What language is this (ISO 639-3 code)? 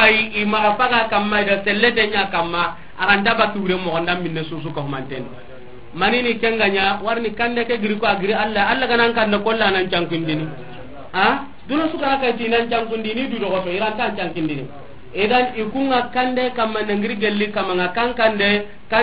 snk